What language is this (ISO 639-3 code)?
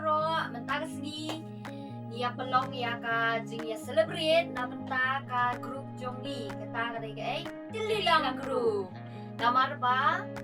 kha